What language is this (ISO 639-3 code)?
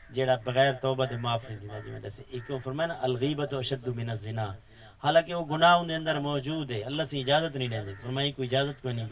skr